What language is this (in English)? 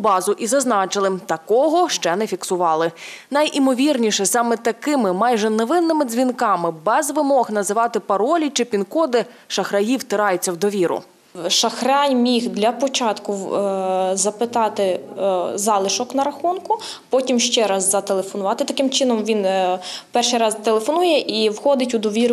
Ukrainian